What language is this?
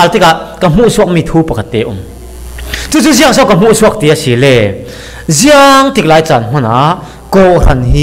Falam Chin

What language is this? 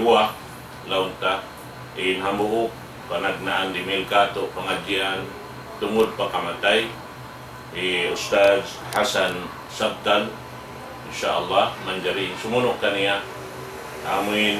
Tausug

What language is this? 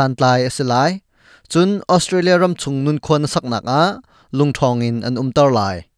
Hakha Chin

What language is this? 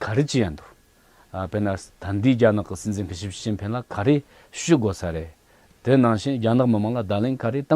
Tibetan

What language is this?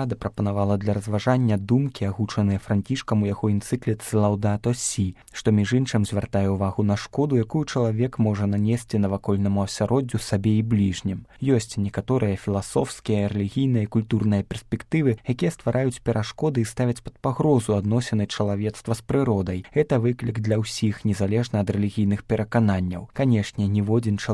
Belarusian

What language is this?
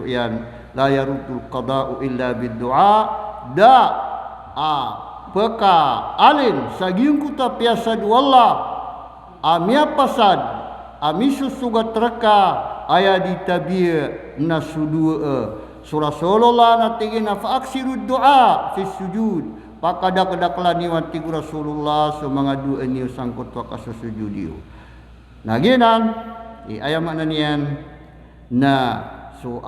Maranao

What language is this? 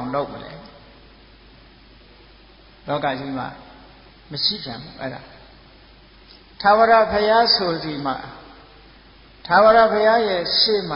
Burmese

